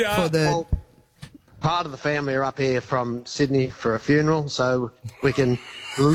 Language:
English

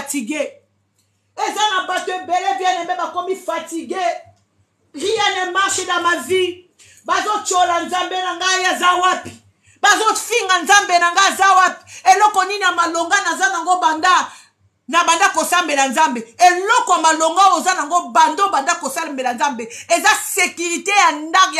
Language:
Lingala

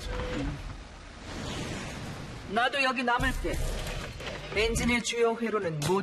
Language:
Korean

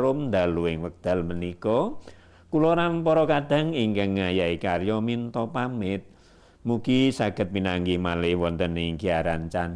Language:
Javanese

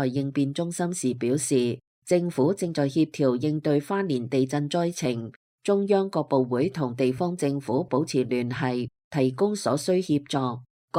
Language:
Cantonese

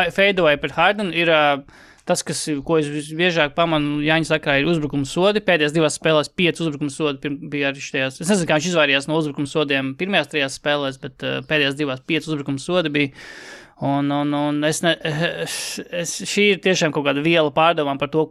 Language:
Latvian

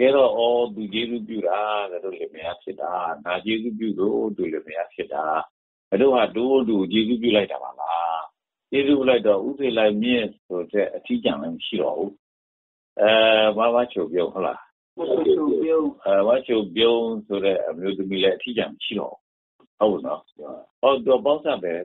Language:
Burmese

